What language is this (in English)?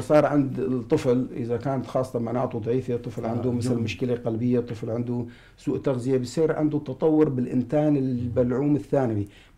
North Levantine Arabic